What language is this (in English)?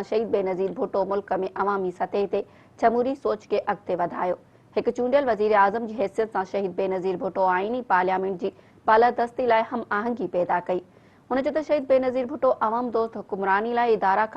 Sindhi